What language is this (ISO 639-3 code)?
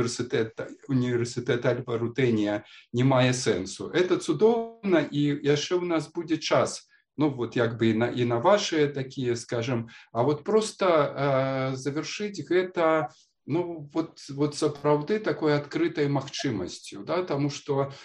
bel